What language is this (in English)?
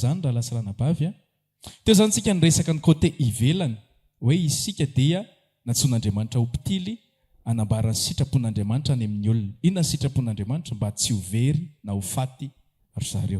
Malagasy